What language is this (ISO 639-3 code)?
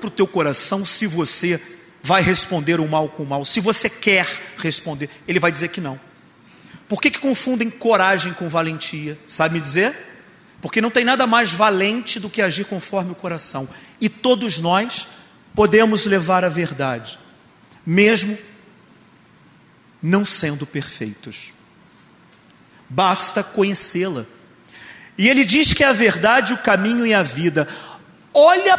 por